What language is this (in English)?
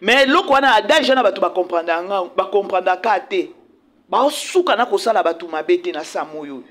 Lingala